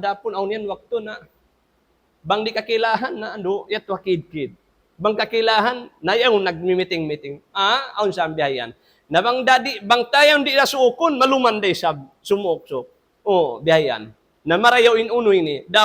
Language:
Tausug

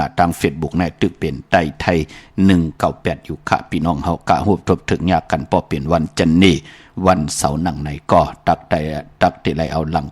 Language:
Shan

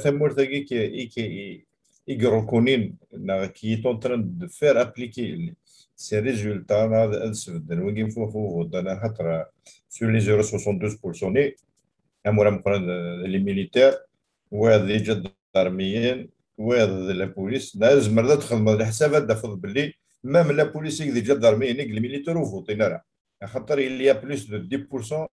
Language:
Kabyle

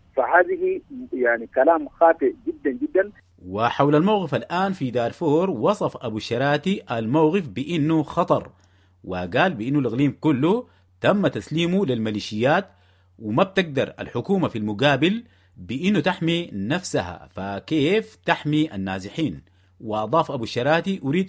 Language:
Sudanese Arabic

